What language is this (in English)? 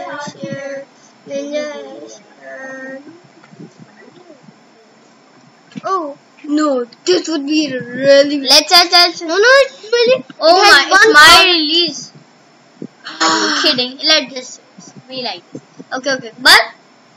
English